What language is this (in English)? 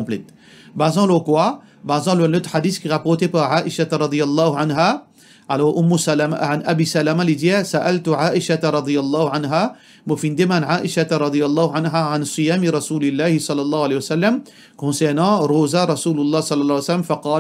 Morisyen